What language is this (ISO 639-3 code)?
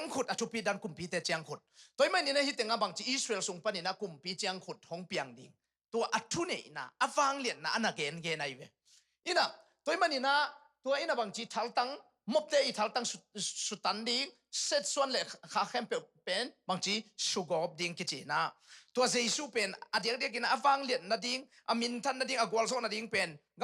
ctd